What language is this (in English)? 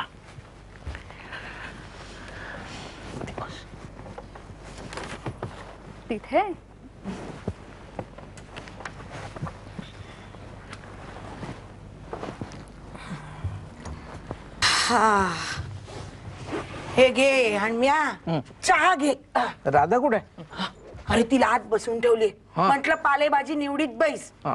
Marathi